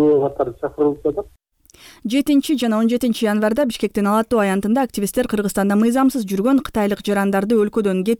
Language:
Kyrgyz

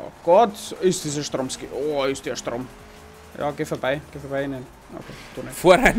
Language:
Bavarian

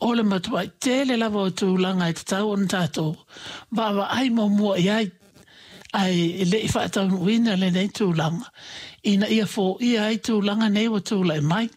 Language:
Samoan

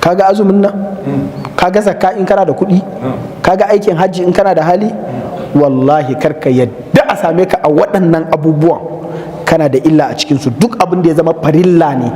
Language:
Hausa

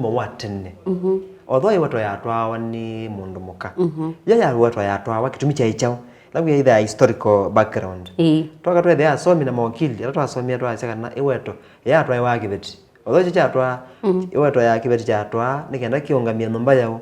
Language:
Kamba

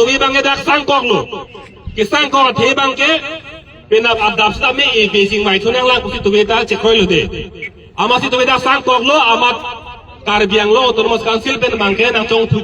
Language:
Karbi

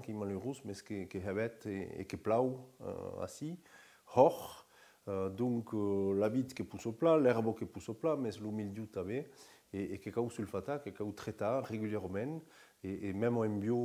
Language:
Occitan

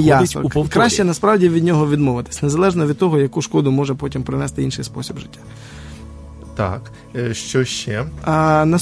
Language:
Ukrainian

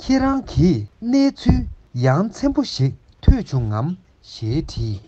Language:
Tibetan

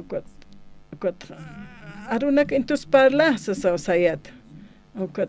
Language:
Aymara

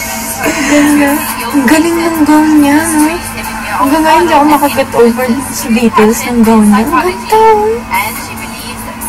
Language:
Filipino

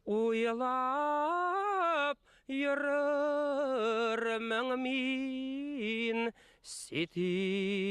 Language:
Bashkir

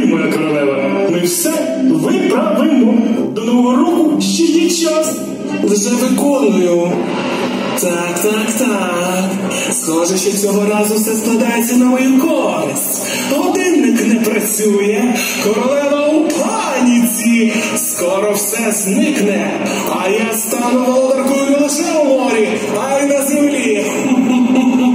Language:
Ukrainian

